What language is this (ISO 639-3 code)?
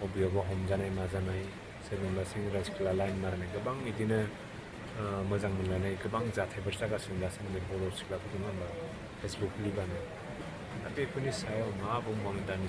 brx